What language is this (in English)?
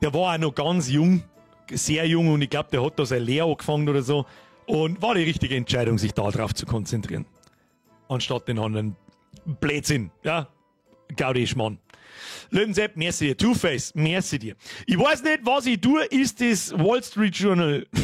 Bavarian